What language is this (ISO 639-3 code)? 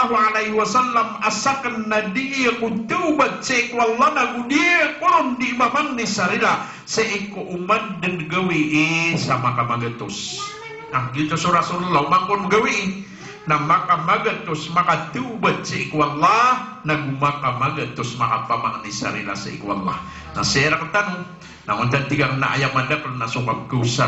mrw